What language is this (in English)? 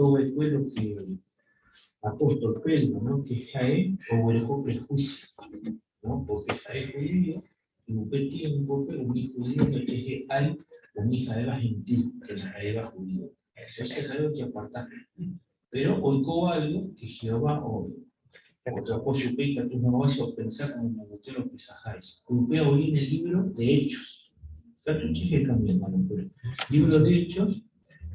Guarani